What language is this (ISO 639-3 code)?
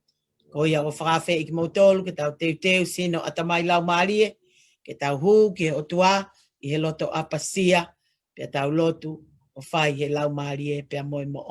ton